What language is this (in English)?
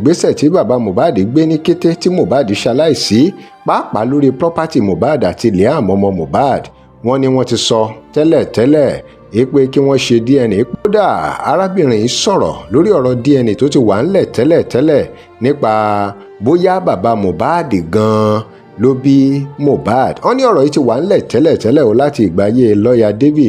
Yoruba